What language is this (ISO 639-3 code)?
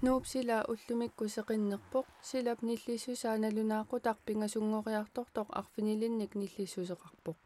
kal